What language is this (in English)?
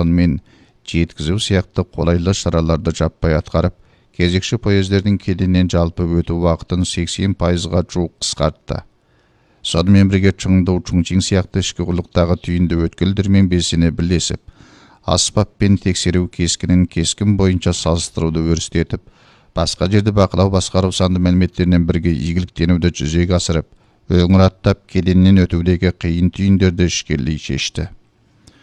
Kazakh